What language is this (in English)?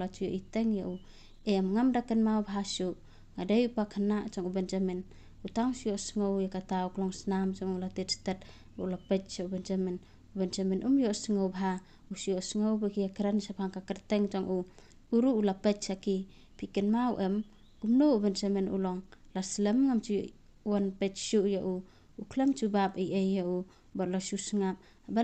Khasi